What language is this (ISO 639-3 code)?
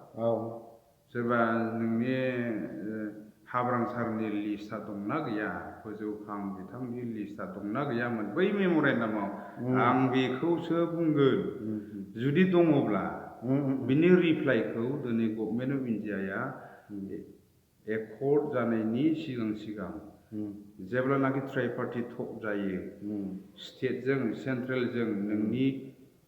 brx